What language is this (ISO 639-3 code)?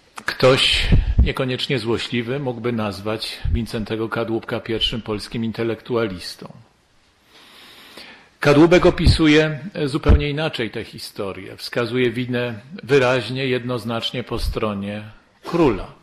pol